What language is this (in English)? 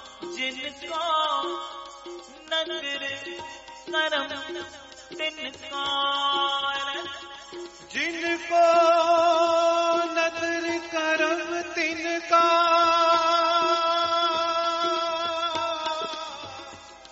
Punjabi